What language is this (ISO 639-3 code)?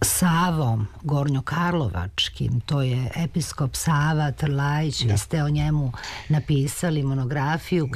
srp